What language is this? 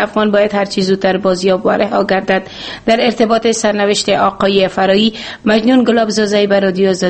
Persian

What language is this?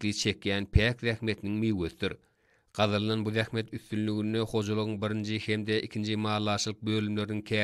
Turkmen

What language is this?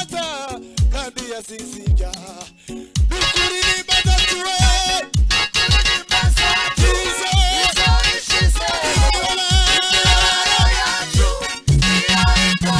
Kinyarwanda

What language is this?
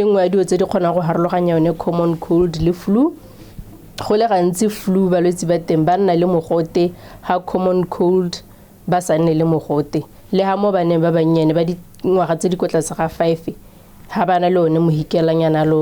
Tswana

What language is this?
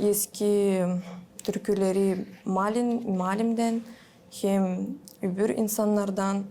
Gagauz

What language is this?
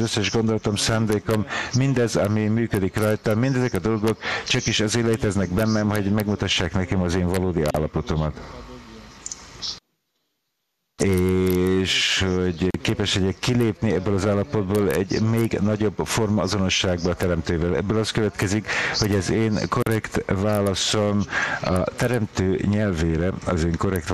Hungarian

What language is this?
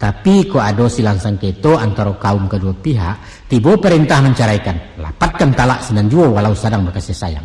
Minangkabau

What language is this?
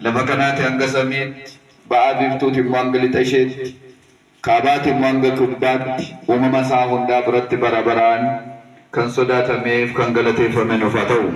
Oromo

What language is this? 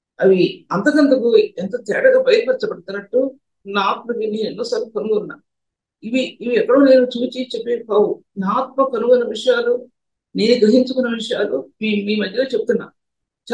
Telugu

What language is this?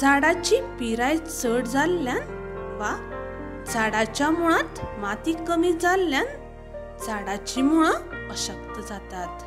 Konkani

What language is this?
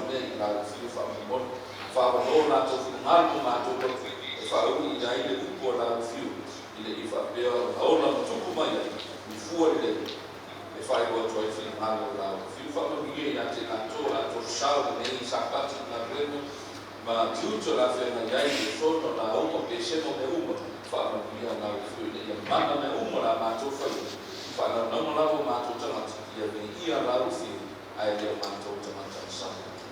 Samoan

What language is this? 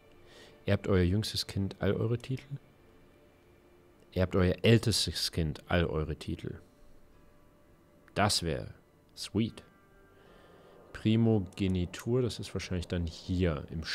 German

